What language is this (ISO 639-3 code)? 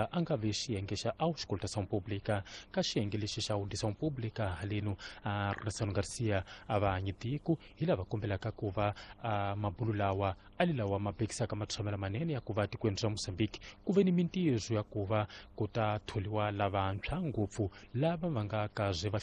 tso